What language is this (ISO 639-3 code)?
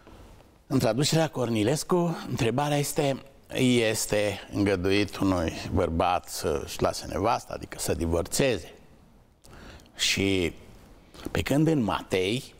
ron